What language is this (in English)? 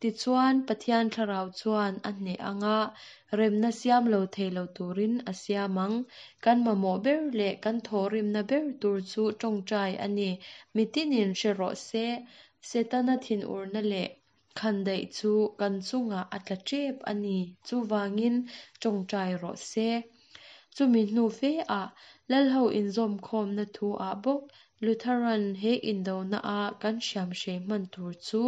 Mizo